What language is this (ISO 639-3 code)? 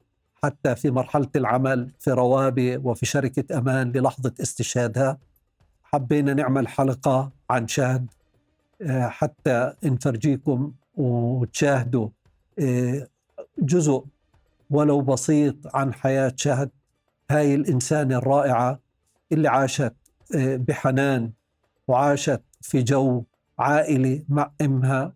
apc